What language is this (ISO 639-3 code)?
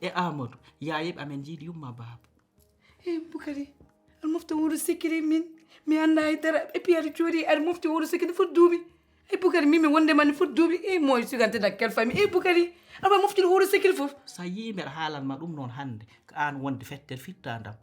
ful